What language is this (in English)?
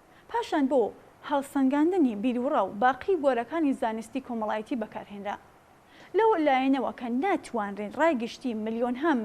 Central Kurdish